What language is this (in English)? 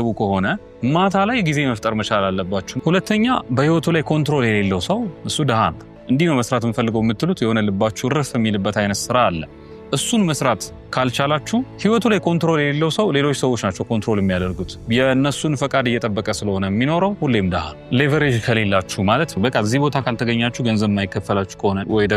Amharic